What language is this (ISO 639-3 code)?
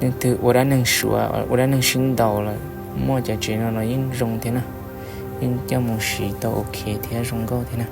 hmn